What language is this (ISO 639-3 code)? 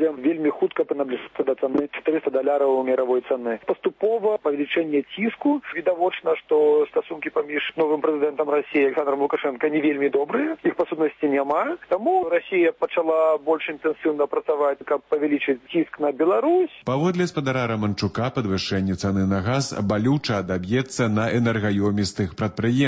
bel